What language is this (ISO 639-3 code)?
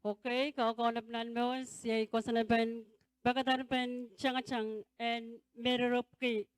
pon